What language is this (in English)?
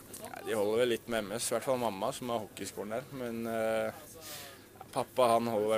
Norwegian